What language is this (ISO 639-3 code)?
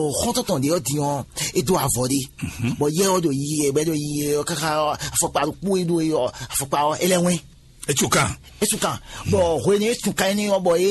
fon